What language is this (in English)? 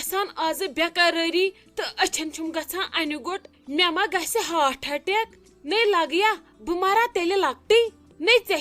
Kashmiri